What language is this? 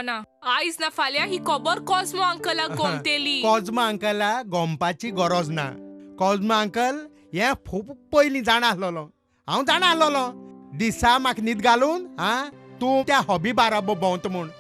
Konkani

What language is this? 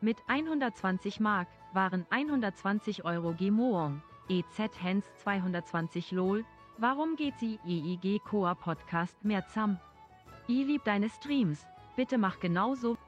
Bavarian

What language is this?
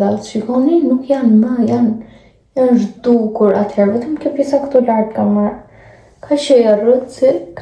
Albanian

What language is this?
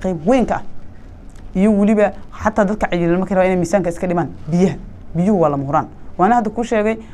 Somali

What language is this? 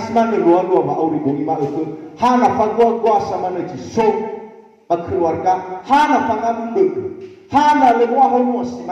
Nias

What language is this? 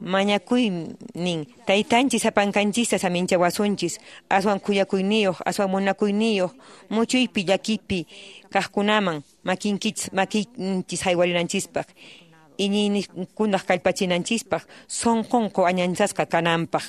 Quechua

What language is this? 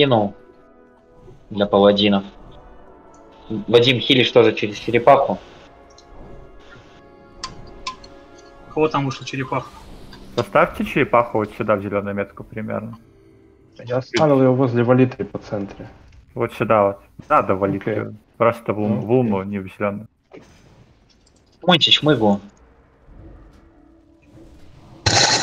Russian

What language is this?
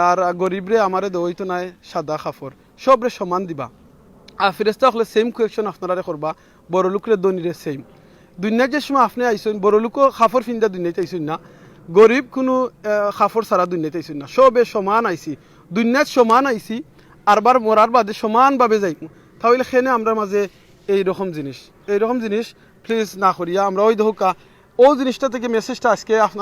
Sylheti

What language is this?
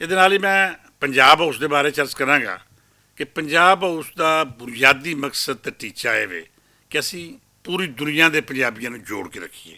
Western Panjabi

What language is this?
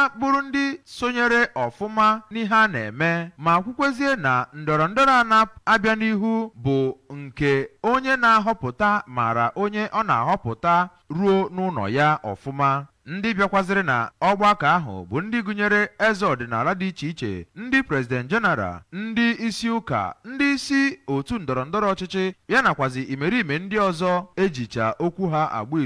Igbo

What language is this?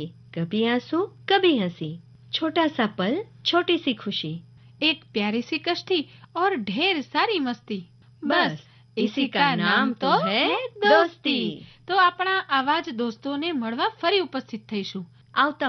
Gujarati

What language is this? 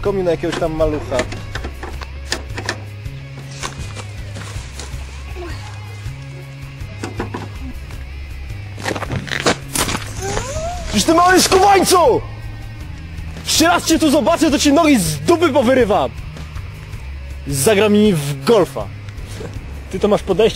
Polish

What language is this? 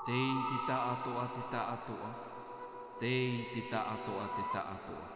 Tahitian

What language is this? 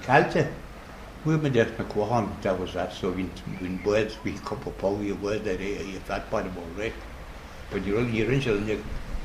Irish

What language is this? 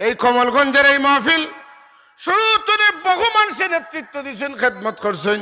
Sylheti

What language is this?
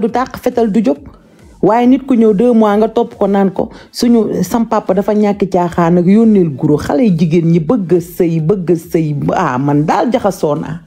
Wolof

